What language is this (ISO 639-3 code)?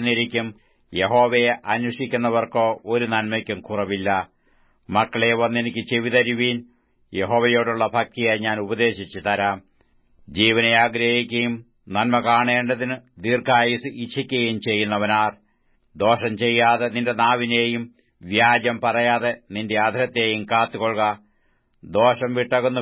mal